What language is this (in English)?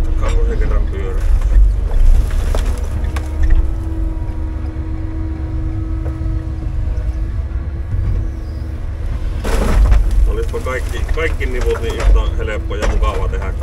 Finnish